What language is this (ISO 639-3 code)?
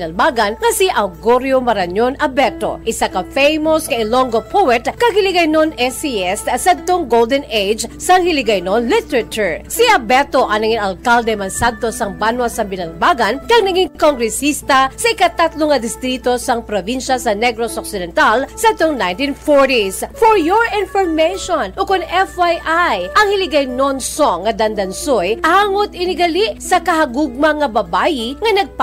hil